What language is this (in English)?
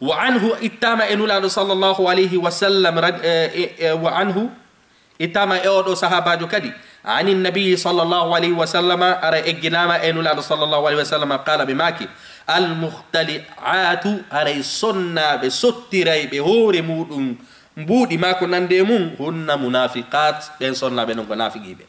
Fula